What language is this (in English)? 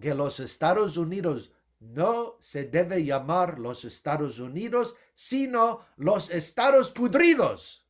Ladino